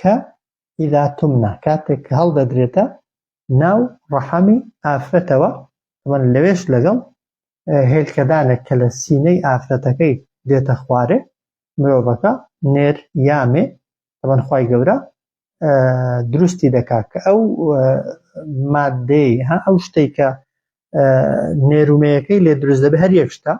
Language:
Central Kurdish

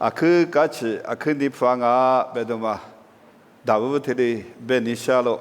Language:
Lisu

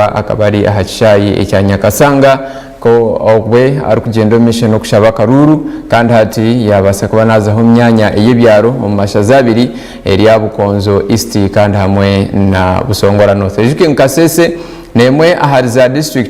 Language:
Nyankole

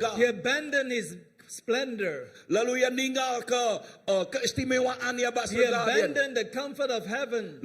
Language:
Iban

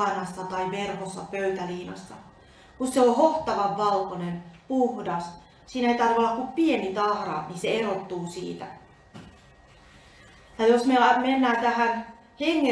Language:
Finnish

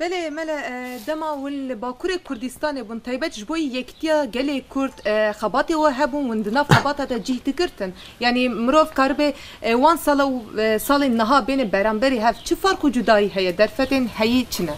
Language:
Kurdish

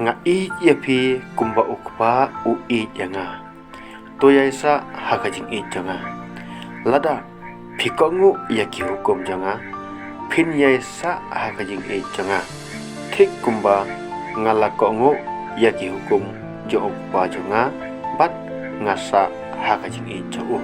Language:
Khasi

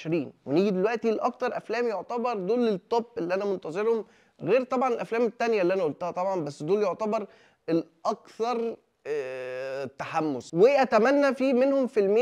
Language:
Egyptian Arabic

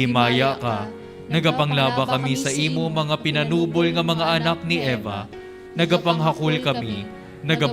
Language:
Hiligaynon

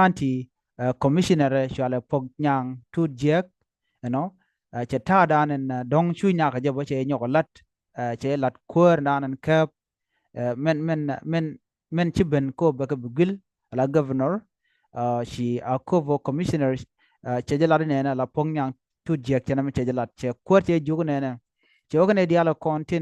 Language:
Nuer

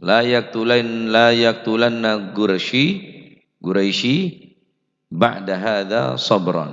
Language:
Madurese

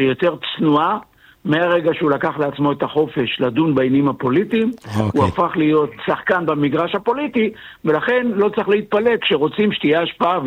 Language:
Hebrew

